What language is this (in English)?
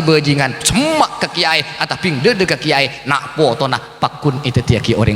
Madurese